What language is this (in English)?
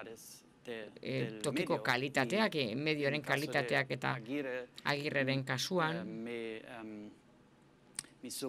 Basque